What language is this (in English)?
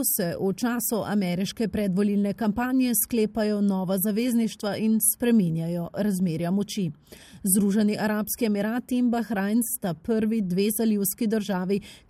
Slovenian